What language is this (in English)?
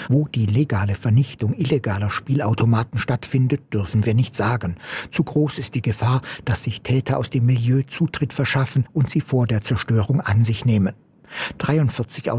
German